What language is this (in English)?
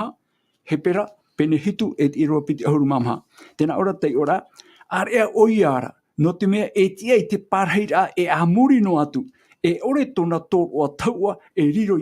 Tahitian